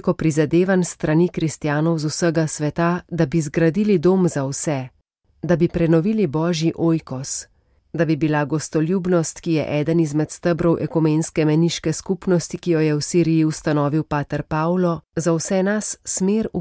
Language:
Slovenian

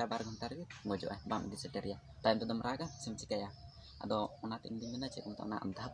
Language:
Santali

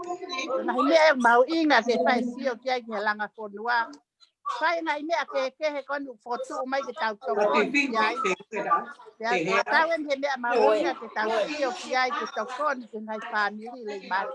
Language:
Tongan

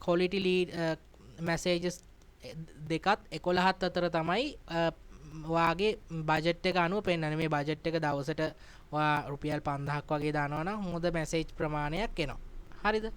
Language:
Sinhala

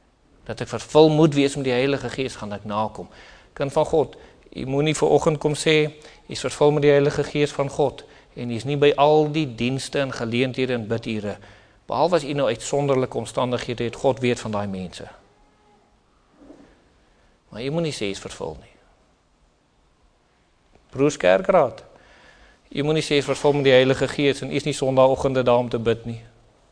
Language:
Afrikaans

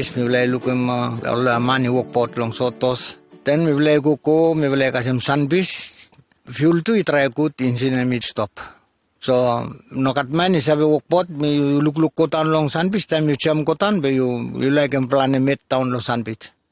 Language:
Bislama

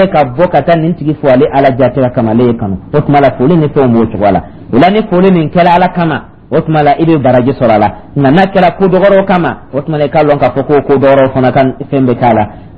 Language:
Dyula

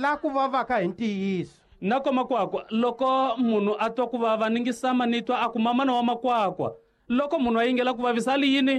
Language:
Tsonga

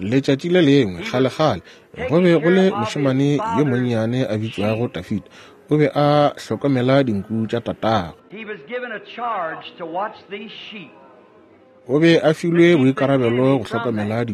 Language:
Northern Sotho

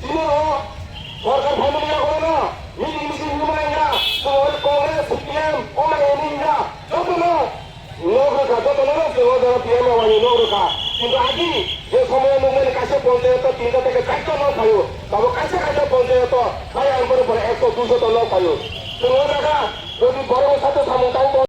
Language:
Riang (India)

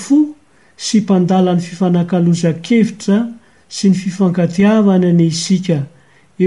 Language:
Malagasy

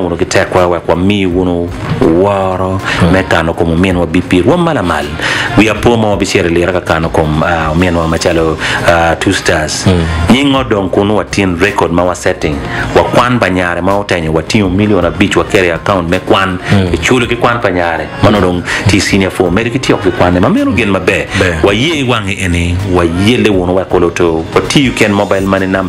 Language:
Acoli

